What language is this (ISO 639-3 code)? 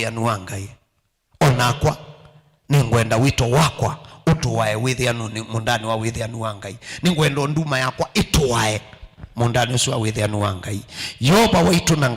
kam